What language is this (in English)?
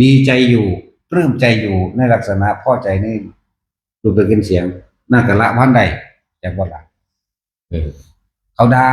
Northeastern Thai